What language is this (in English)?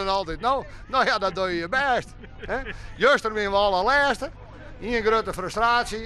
Western Frisian